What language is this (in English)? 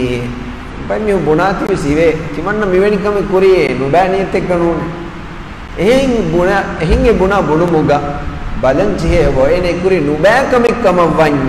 Divehi